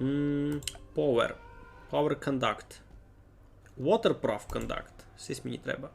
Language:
Rusyn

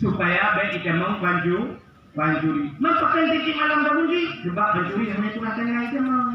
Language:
Achinese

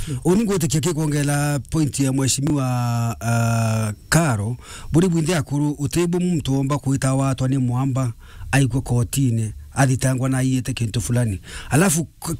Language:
Meru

